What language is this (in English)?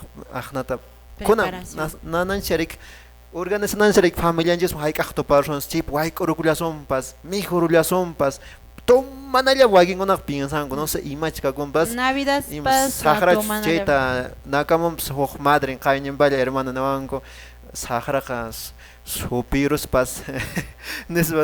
Quechua